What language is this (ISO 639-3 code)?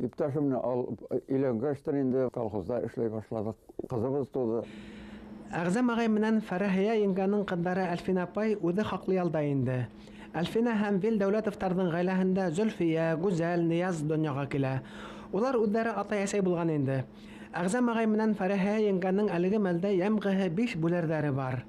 bak